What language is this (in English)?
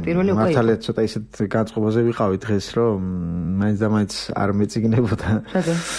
Georgian